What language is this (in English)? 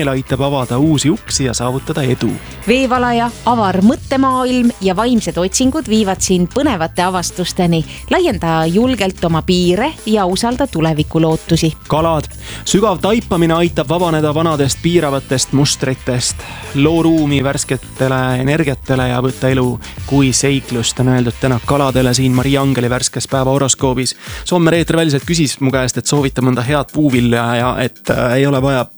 Estonian